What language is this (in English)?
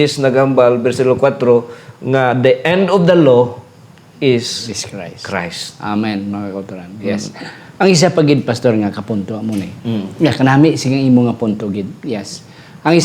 Hiligaynon